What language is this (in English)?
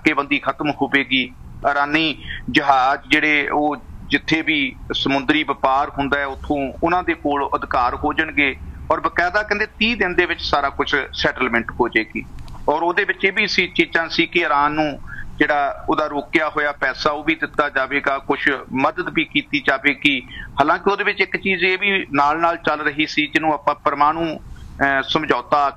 Punjabi